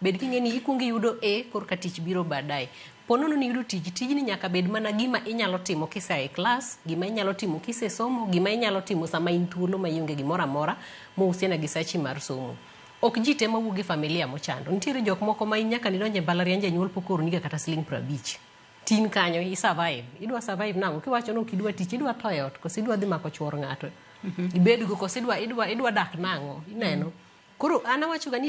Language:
Luo (Kenya and Tanzania)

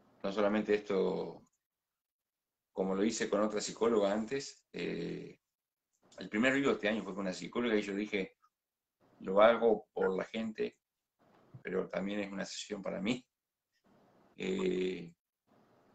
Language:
Spanish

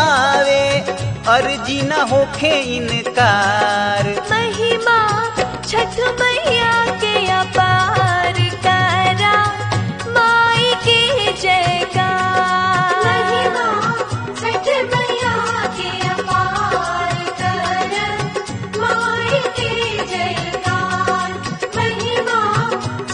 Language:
Bhojpuri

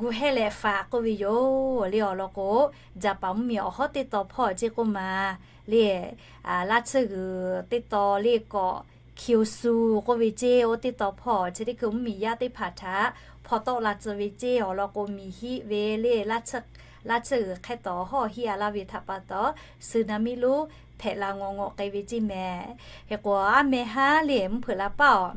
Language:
Lahu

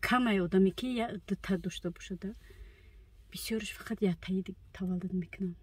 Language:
Tajik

